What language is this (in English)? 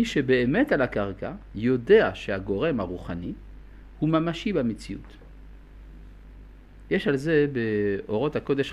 Hebrew